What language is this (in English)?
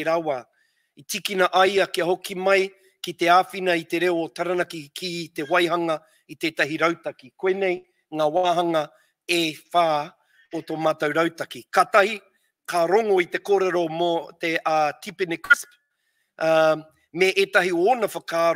Māori